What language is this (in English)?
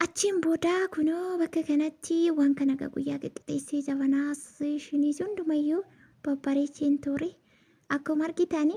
Oromo